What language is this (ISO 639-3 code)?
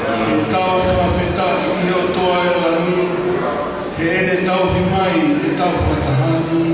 ton